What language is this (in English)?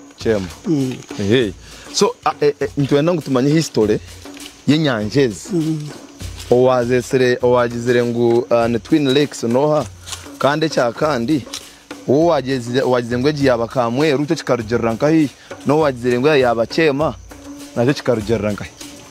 Nyankole